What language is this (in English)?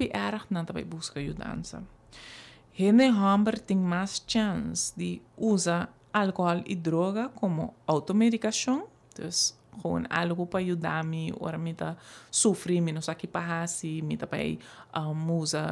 Papiamento